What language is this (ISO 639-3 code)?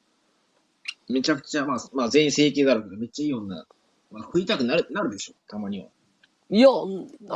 jpn